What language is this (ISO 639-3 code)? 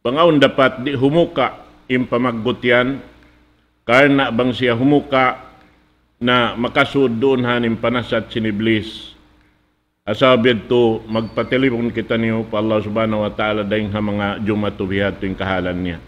tsg